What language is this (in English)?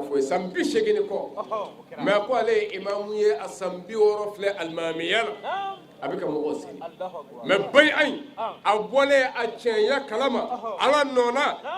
Bambara